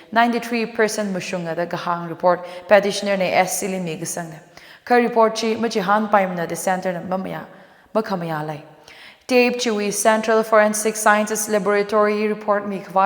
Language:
Tangkhul Naga (India)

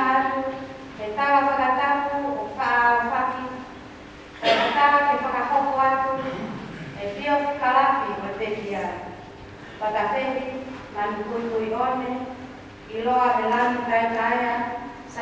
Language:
Tongan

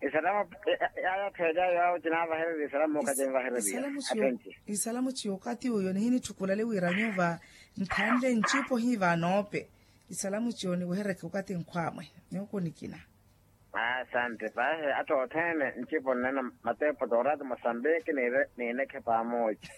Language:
Makhuwa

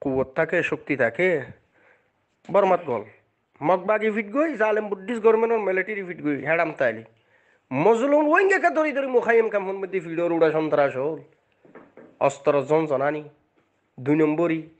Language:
Rohingya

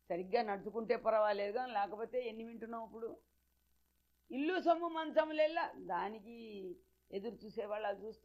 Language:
Telugu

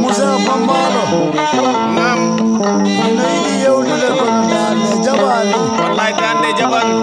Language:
Fula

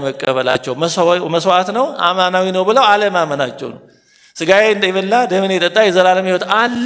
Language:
Amharic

